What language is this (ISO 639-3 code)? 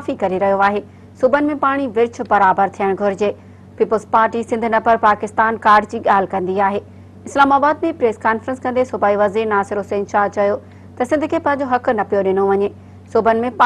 snd